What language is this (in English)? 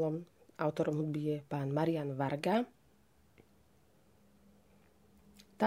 Slovak